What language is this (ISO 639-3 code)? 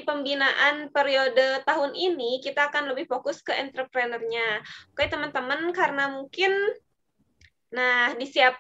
ind